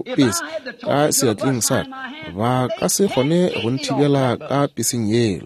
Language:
Northern Sotho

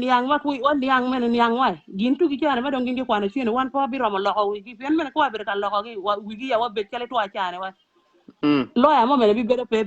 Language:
Acoli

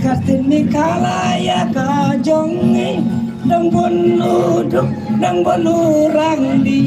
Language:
Khasi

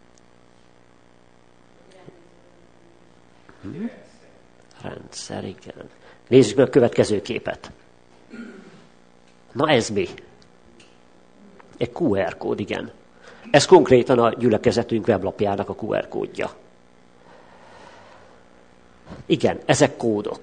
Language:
Hungarian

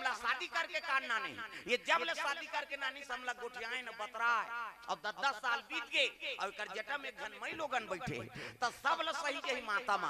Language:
Chhattisgarhi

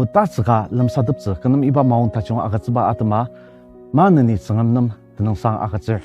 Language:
Ao Naga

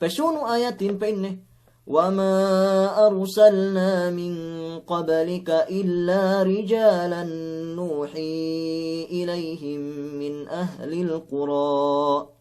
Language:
Yakan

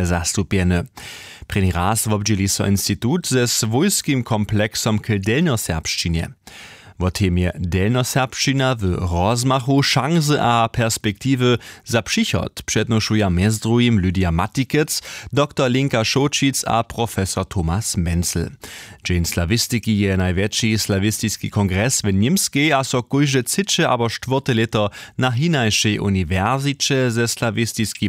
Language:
Upper Sorbian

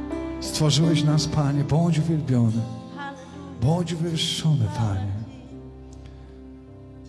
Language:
Polish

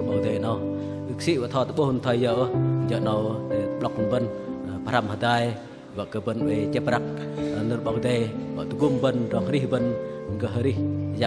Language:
Bahnar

